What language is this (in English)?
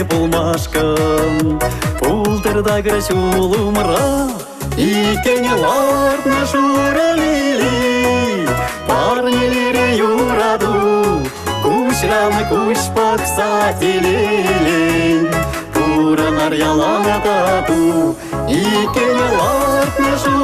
Chuvash